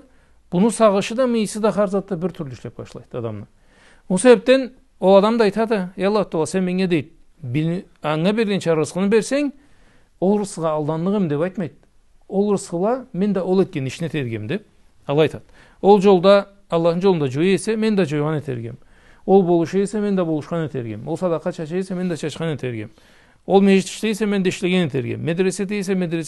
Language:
Karachay-Balkar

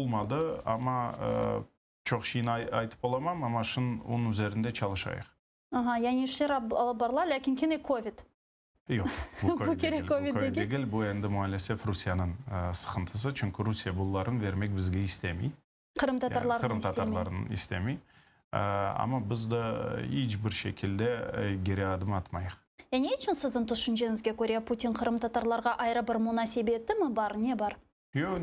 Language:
Crimean Tatar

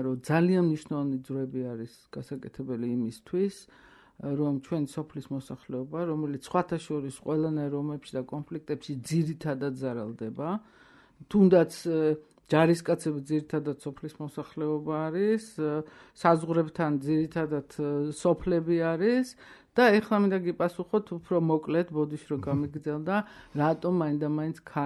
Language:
Georgian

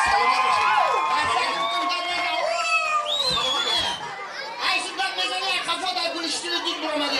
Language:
Tajik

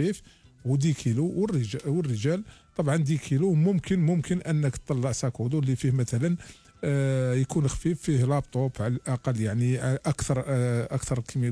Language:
Algerian Arabic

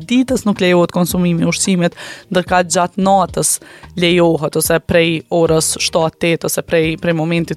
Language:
Albanian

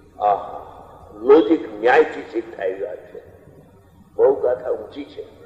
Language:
Gujarati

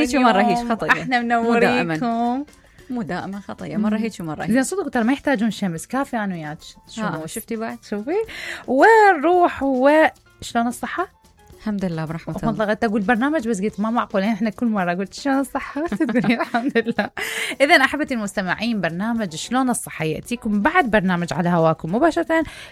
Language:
Mesopotamian Arabic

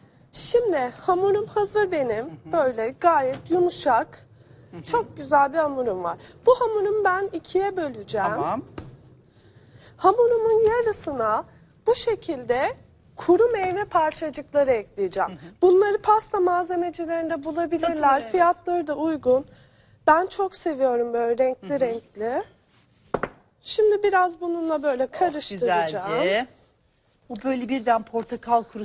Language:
Turkish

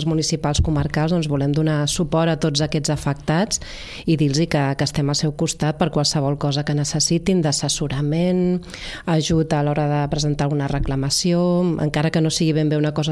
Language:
Catalan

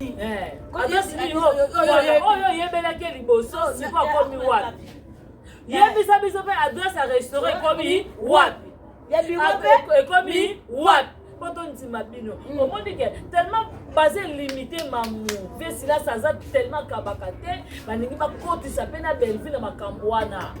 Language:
Lingala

